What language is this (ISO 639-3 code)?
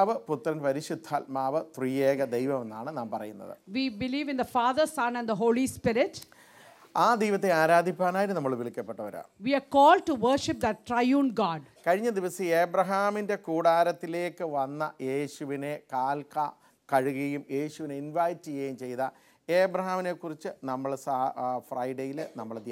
mal